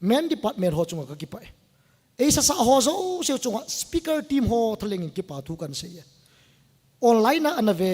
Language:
Thado Chin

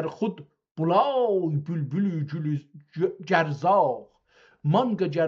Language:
South Azerbaijani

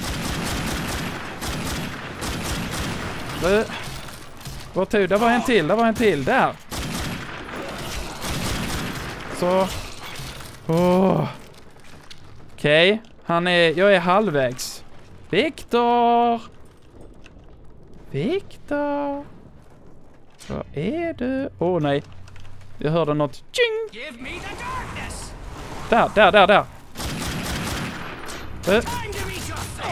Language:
Swedish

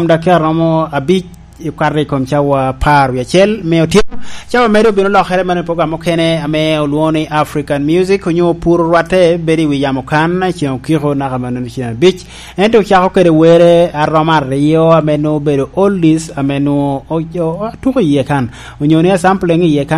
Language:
Lango (Uganda)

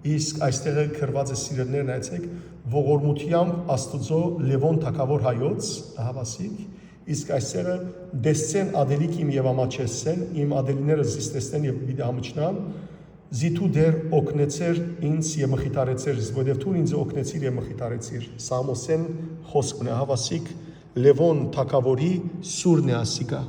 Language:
Western Armenian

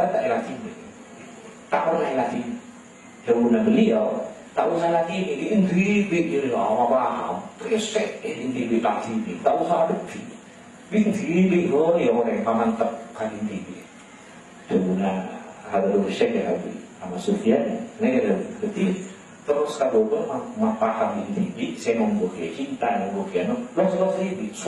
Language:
Madurese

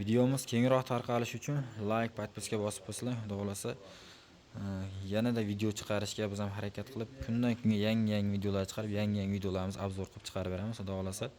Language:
Uzbek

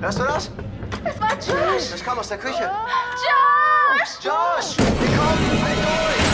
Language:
Swiss German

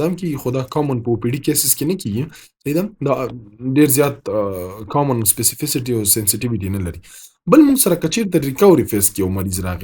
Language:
Pashto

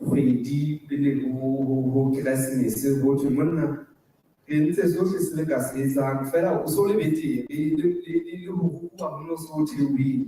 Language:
Southern Sotho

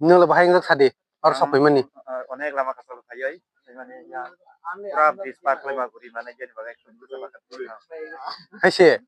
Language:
Kok Borok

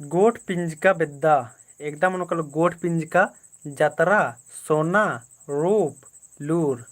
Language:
Kurukh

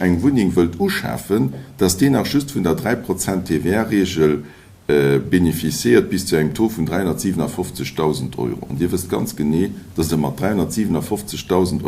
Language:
Luxembourgish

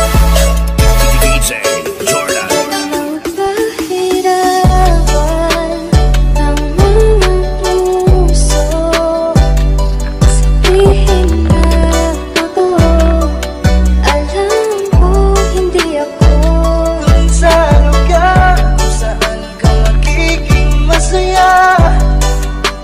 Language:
Filipino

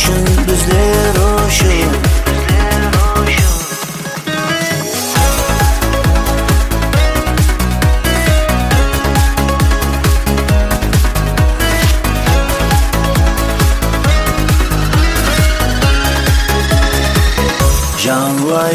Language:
Kazakh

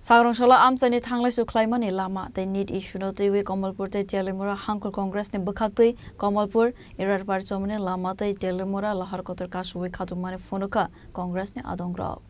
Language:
Kok Borok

